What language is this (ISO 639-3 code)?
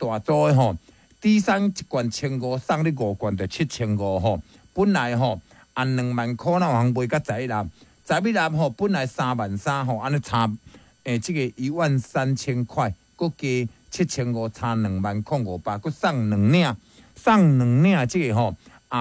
nan